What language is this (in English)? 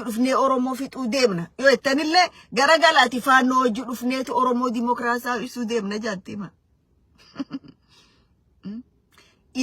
Oromo